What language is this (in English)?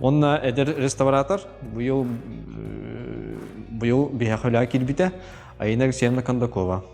Yakut